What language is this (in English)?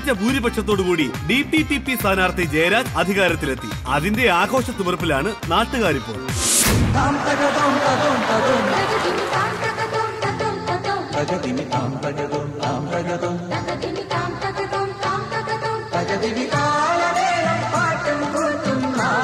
Malayalam